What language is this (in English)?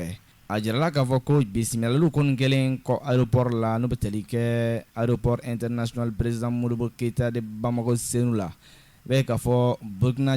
Bambara